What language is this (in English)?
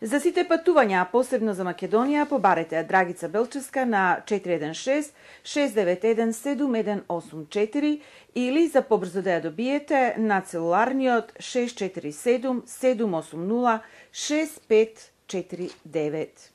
Macedonian